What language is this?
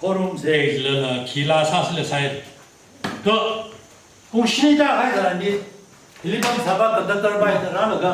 Tangkhul Naga (India)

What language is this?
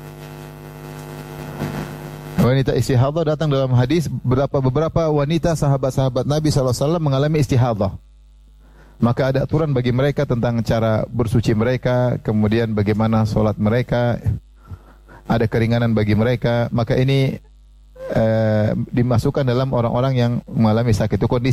Indonesian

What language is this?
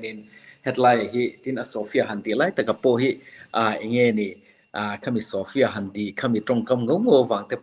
Mizo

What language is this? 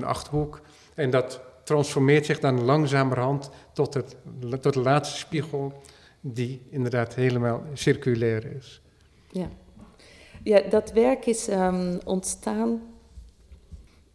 Dutch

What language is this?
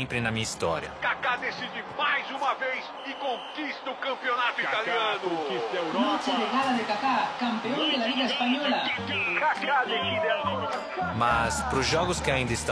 Portuguese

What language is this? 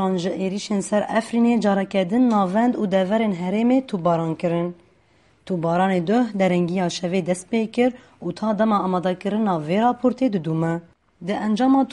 Kurdish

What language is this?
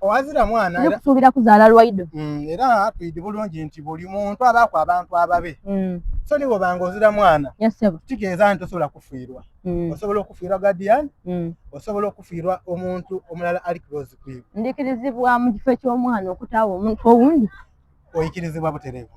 Soga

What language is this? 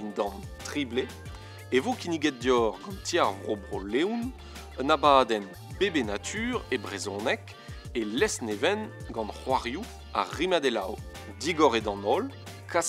Breton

